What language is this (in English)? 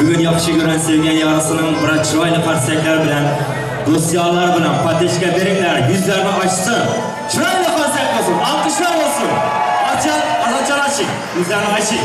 Turkmen